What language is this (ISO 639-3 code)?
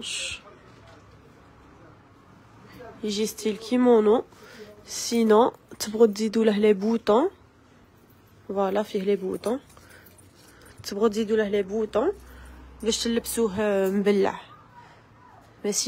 arq